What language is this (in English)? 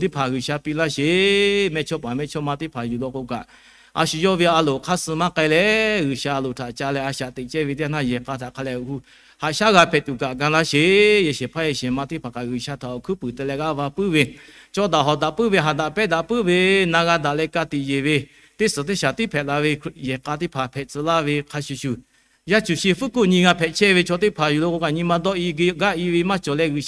Lahu